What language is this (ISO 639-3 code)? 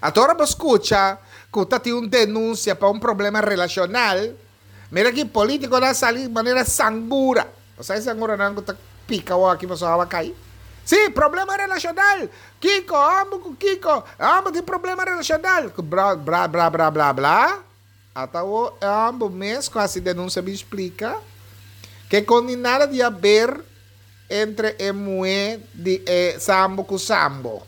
pap